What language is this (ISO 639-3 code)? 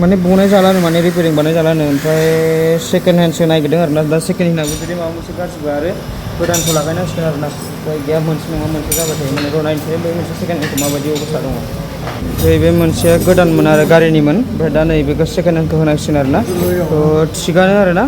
brx